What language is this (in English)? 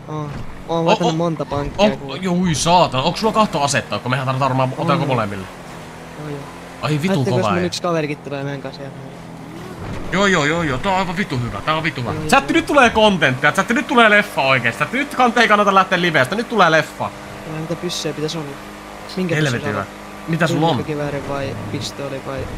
Finnish